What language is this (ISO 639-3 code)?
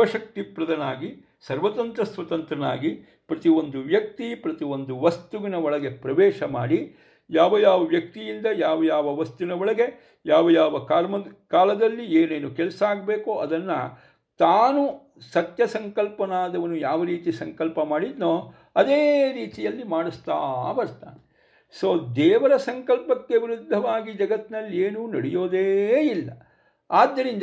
kan